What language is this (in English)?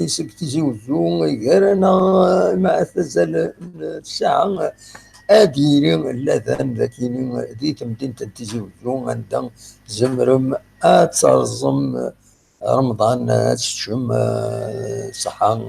Kabyle